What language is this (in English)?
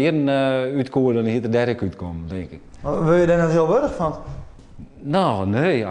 Western Frisian